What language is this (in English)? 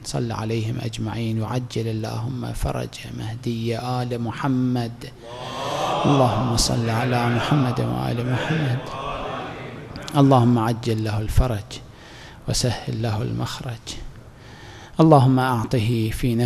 Arabic